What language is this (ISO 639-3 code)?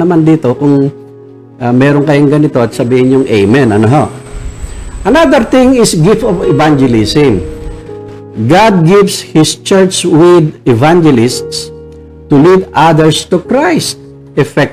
fil